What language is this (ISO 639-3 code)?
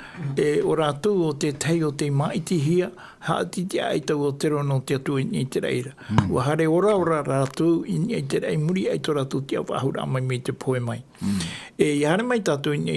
tah